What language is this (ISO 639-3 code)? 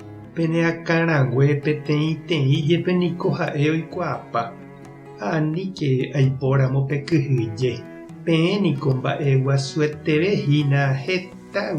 grn